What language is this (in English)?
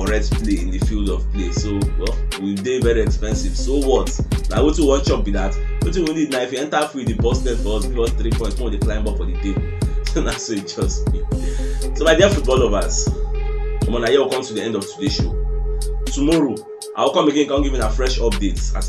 Nigerian Pidgin